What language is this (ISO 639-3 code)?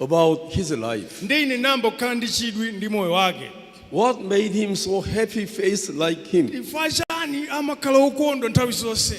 nya